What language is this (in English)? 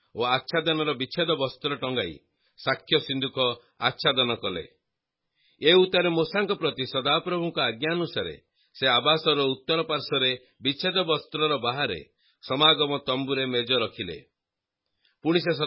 Odia